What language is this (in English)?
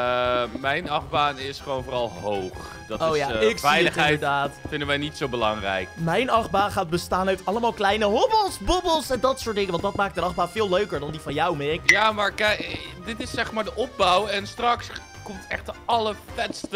Dutch